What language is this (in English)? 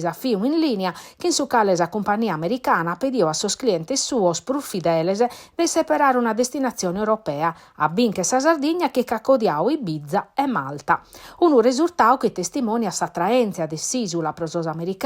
Sardinian